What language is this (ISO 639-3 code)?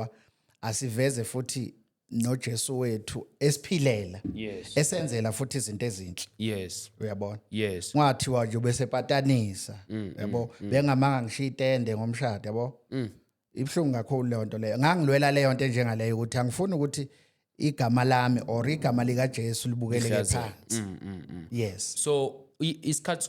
zul